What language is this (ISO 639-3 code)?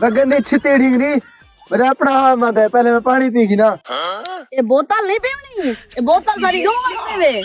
skr